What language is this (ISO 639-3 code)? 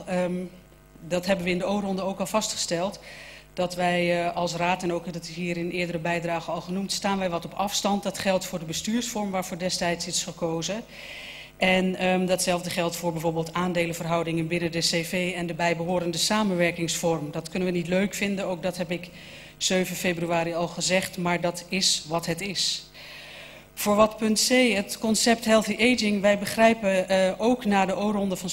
nld